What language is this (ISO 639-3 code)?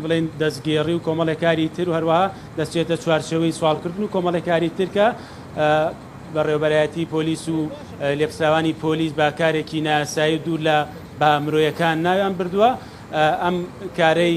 ckb